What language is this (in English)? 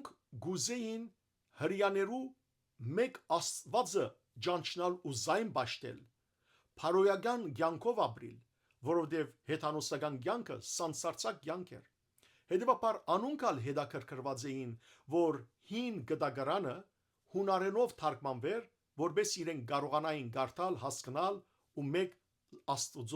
Western Armenian